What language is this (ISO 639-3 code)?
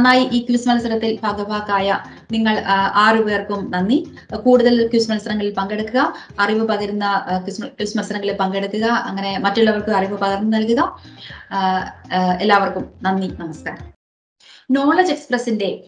mal